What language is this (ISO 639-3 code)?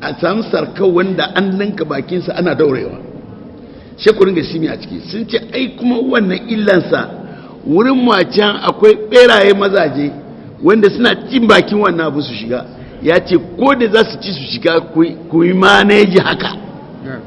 hau